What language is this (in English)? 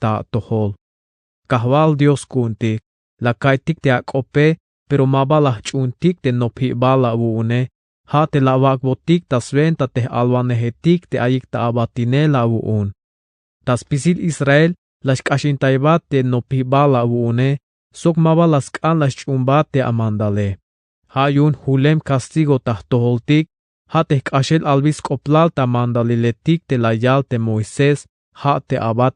Tzeltal